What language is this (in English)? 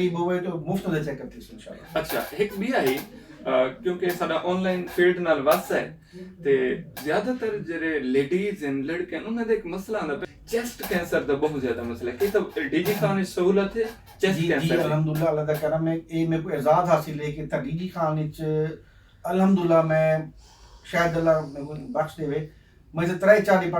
Saraiki